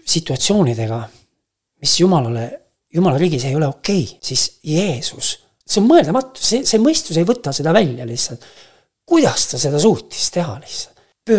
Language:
Estonian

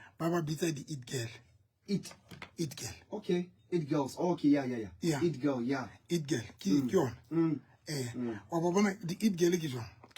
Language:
Southern Sotho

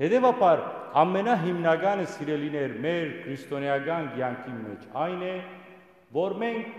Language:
Western Armenian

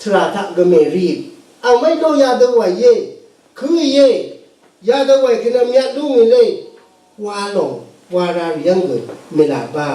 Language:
Rawang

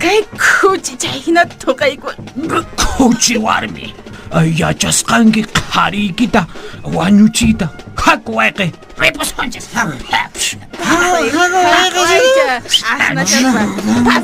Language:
Quechua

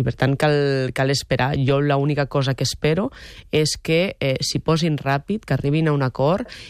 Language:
Catalan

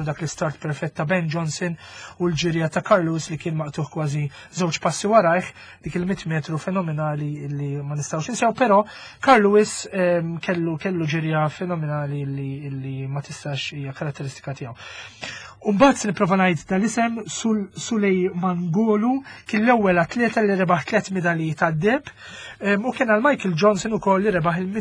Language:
Maltese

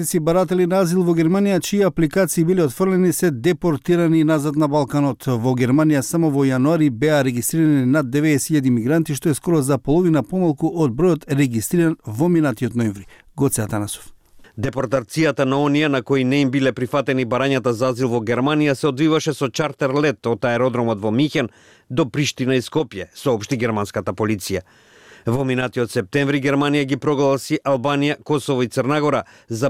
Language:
Macedonian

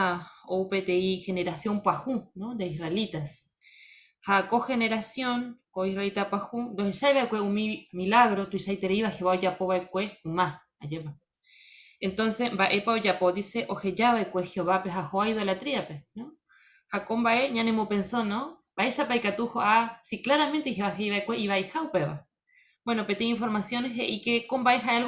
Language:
Guarani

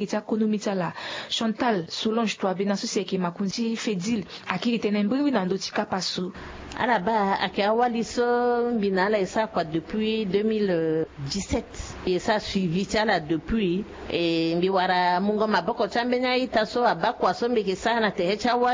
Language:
Sango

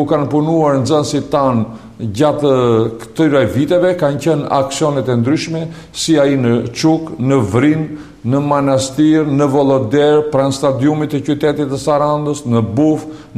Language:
Albanian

